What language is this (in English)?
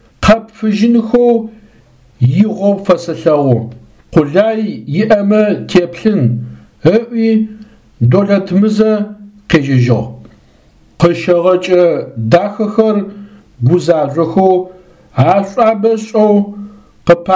Adyghe